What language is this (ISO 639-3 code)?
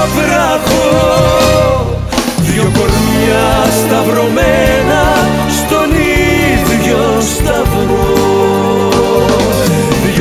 ell